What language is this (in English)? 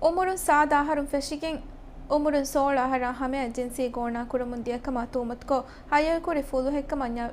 Divehi